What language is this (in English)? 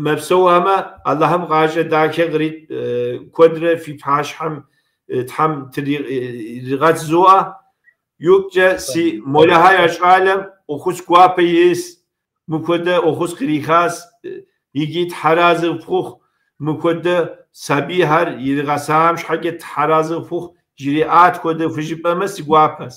Kabardian